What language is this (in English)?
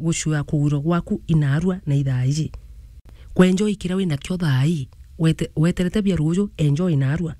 Meru